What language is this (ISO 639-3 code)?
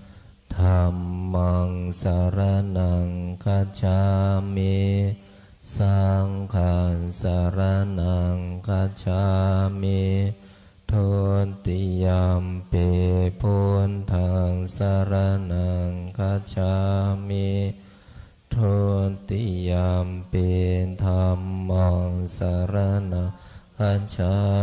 pli